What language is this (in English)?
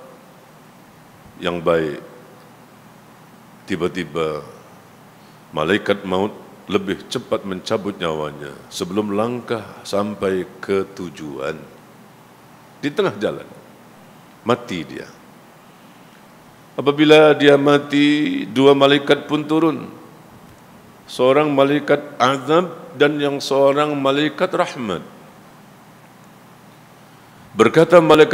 Malay